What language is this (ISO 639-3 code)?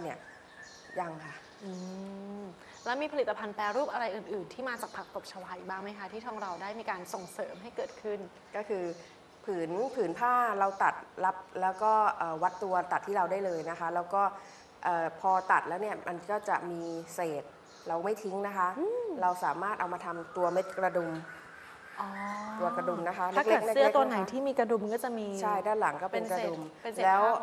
tha